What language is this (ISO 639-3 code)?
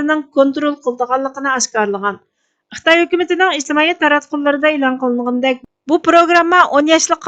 uig